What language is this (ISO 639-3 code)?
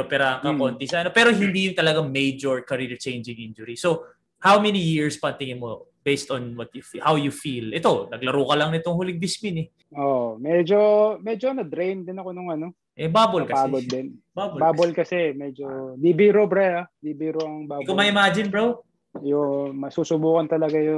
fil